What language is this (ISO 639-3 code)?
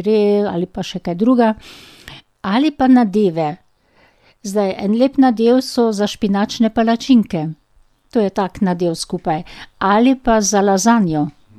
slv